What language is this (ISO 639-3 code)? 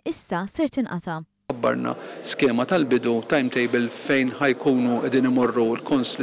mlt